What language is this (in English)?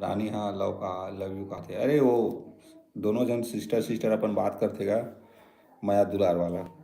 Chhattisgarhi